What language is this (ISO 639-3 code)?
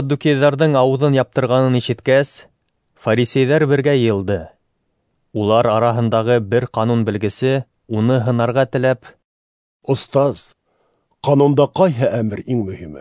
bak